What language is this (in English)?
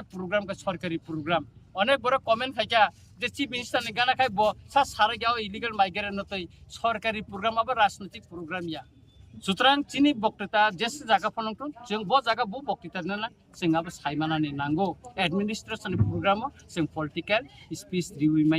Kok Borok